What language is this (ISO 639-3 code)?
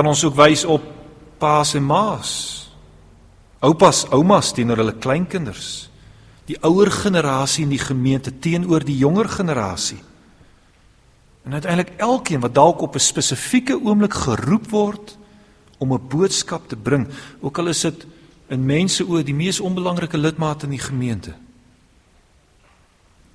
afr